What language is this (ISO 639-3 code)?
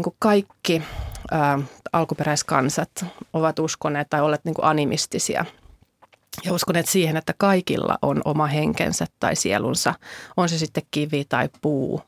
fin